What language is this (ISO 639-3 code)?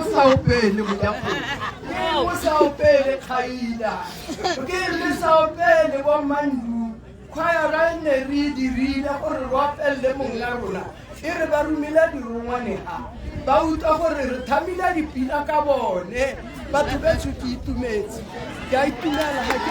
tsn